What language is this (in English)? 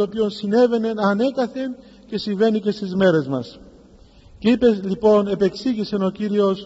Greek